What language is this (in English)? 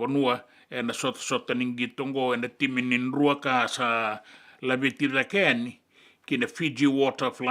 Fijian